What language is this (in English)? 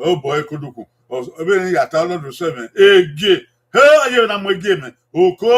Bini